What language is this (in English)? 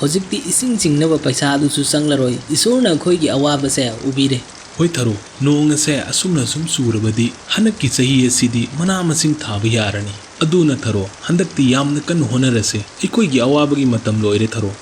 Manipuri